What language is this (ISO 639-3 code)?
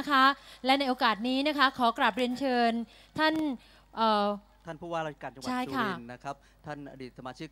tha